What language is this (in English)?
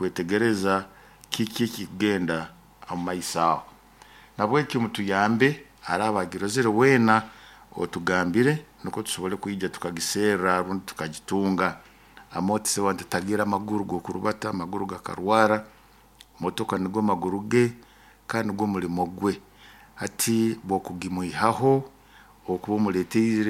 Nyoro